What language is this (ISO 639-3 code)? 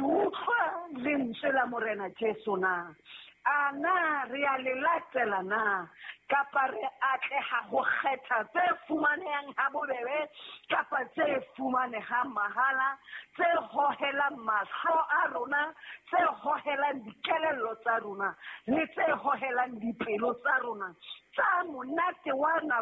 sot